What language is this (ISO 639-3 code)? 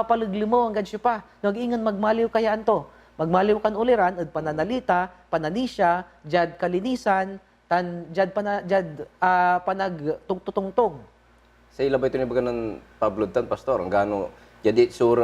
pag